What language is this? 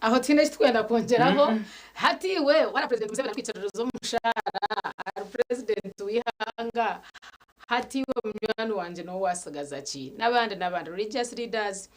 Nyankole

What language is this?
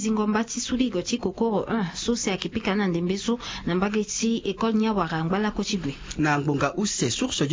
Sango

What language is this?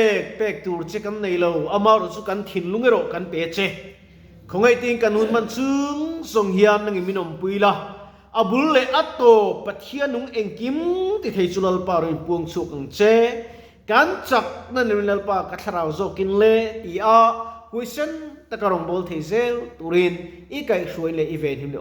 Mizo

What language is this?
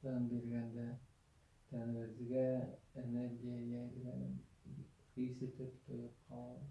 Bashkir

